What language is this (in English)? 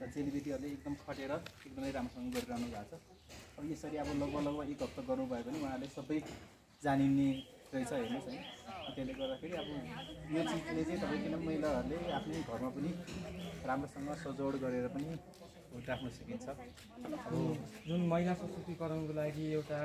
Nepali